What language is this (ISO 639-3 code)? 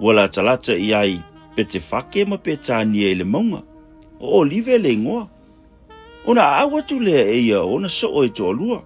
smo